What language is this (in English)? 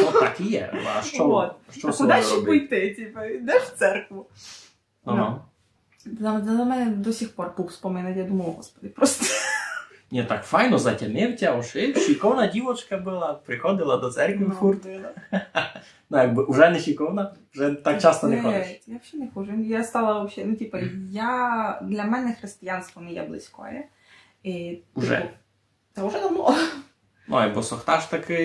Rusyn